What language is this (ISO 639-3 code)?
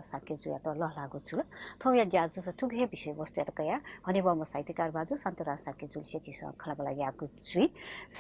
new